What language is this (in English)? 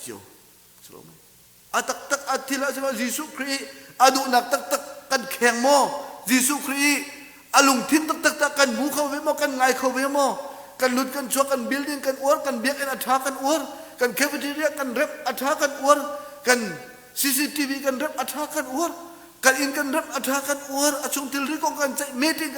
Hakha Chin